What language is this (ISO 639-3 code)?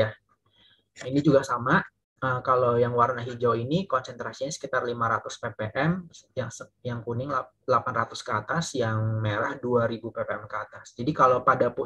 ind